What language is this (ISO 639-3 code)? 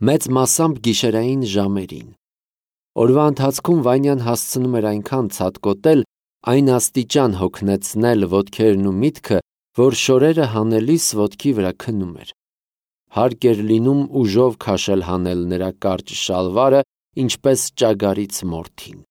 hye